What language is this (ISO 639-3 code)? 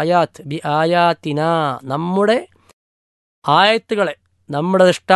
mal